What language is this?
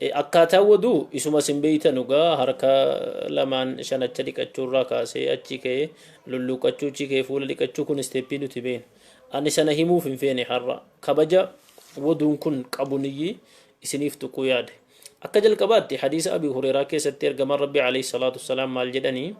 Oromo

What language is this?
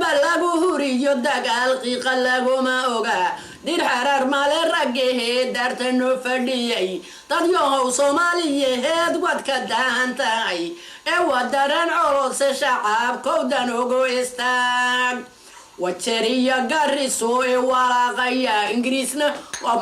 Somali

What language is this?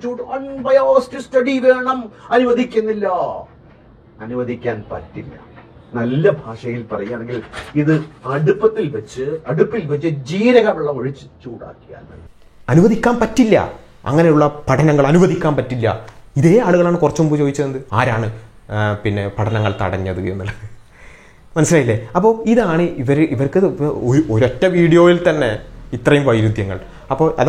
Malayalam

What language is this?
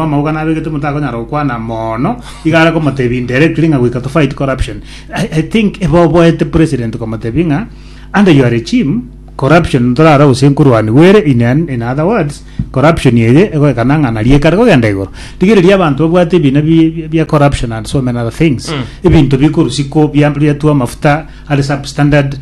Gusii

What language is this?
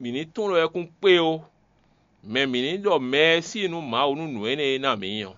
Fon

